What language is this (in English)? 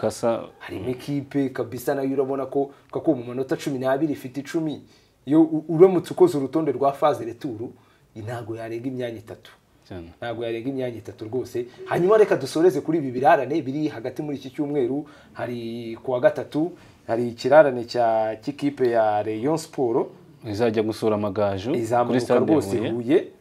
Kinyarwanda